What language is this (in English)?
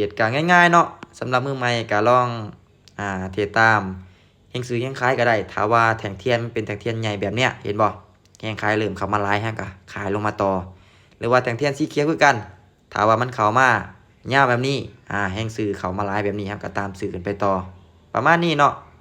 Lao